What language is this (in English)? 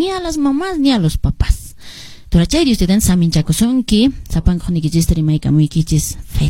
Quechua